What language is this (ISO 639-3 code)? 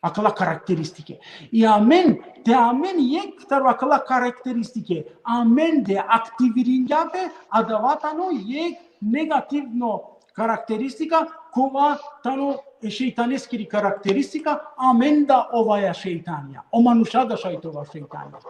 rmn